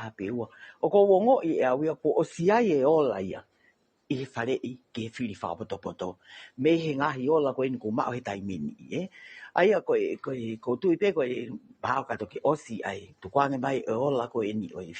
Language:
Tongan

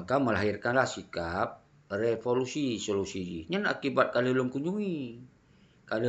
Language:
Achinese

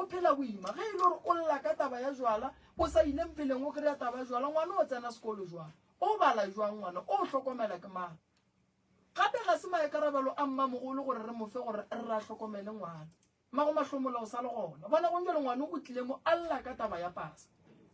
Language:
Northern Sotho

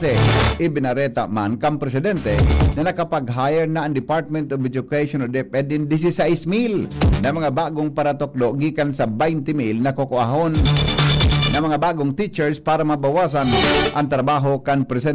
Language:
Bikol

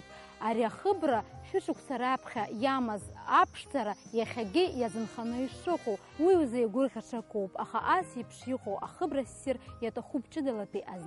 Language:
Abkhazian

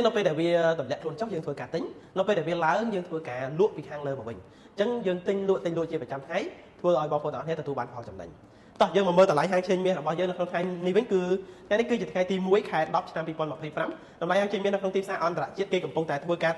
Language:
Khmer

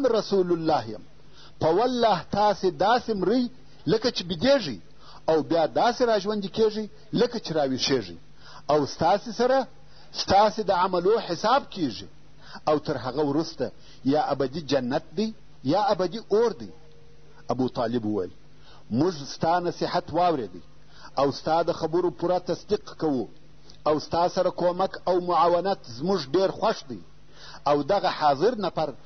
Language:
Pashto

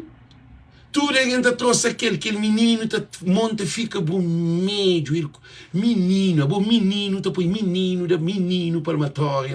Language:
Kabuverdianu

